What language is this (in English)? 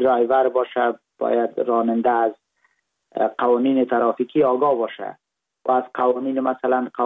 Persian